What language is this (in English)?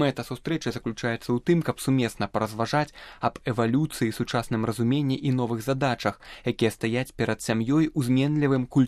Belarusian